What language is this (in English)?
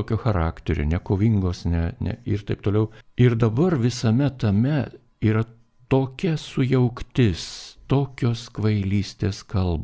Lithuanian